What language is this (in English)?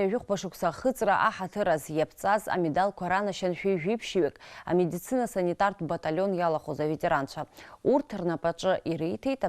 Abkhazian